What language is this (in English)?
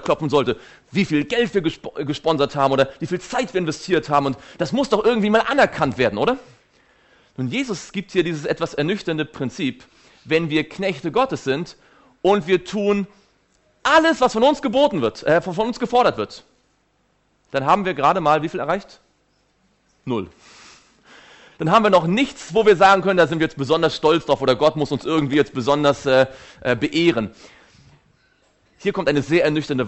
German